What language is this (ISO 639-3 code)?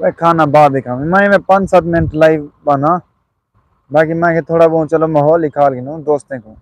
skr